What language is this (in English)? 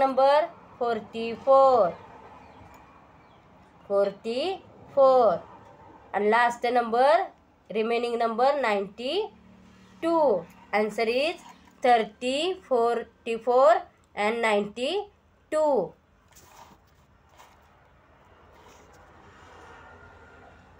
Marathi